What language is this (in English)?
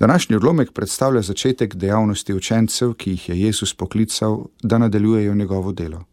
Slovenian